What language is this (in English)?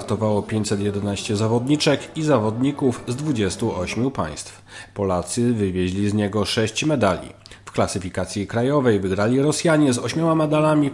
Polish